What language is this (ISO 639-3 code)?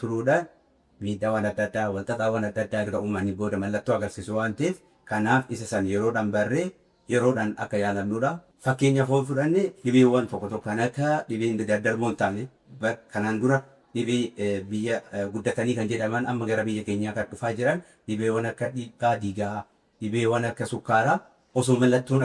orm